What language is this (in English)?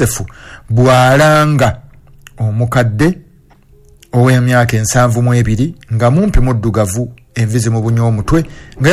Ganda